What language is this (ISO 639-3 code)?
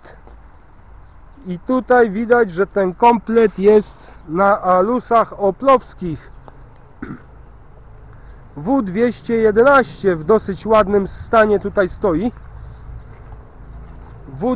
pol